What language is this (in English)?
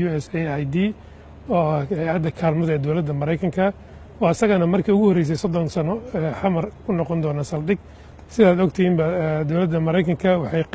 Somali